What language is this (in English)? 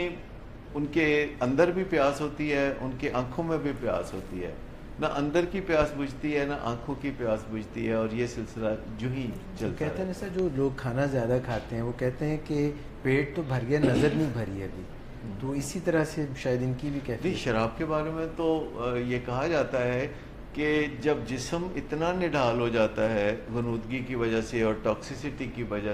Urdu